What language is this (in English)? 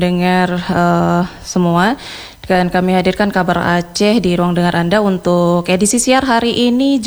Indonesian